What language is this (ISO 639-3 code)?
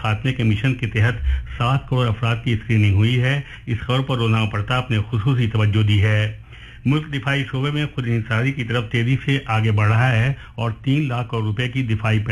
urd